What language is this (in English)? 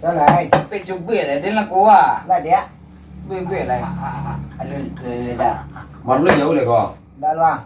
Minangkabau